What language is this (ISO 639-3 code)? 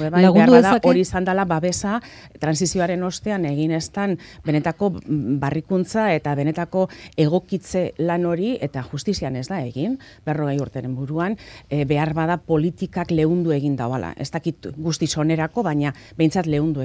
eus